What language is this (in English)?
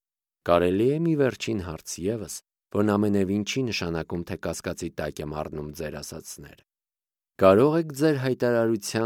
Armenian